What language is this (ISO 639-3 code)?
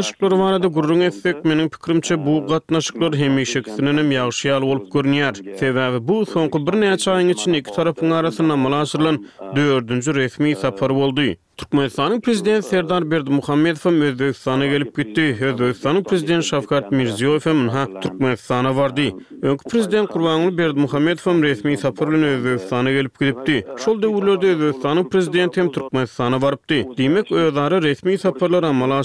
tuk